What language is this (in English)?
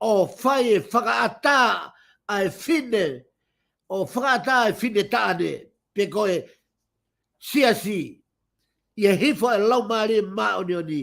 Tongan